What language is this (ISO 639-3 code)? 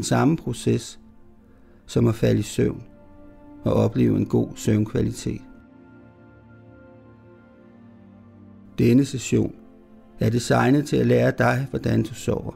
dan